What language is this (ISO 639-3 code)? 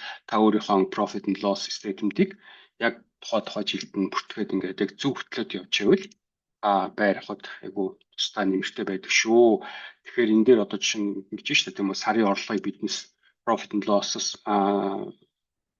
mon